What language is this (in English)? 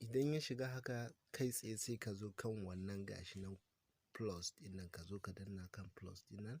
Hausa